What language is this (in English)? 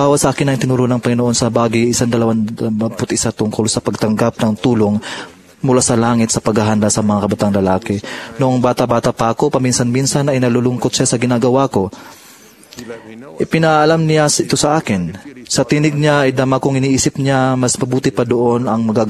Filipino